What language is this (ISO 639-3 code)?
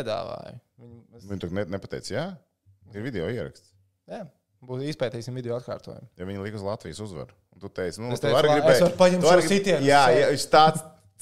lav